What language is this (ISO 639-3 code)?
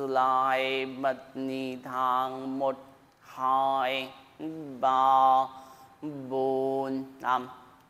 vie